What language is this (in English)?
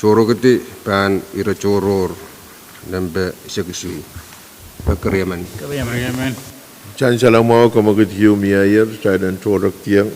Pohnpeian